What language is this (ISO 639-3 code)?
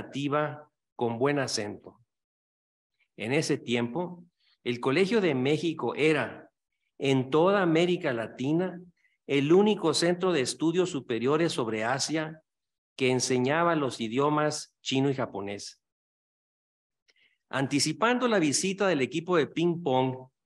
spa